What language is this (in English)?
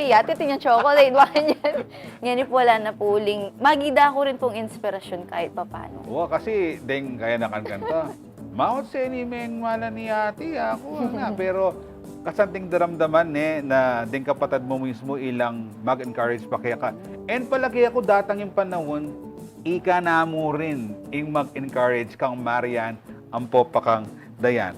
Pampanga